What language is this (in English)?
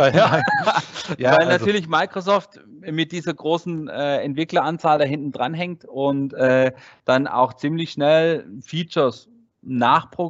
German